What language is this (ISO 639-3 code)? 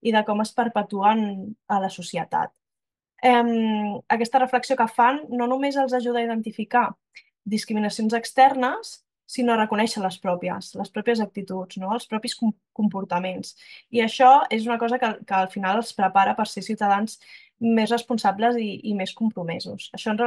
cat